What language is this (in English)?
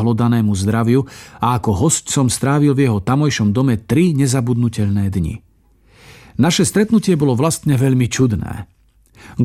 Slovak